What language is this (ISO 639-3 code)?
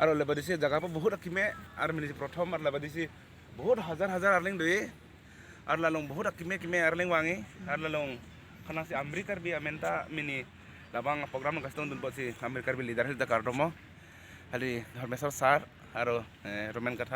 mjw